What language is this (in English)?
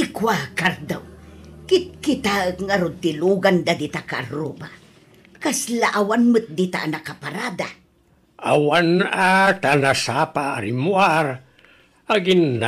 Iloko